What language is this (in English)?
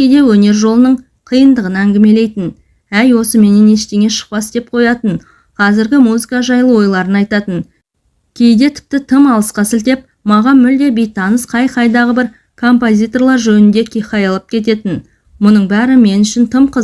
Kazakh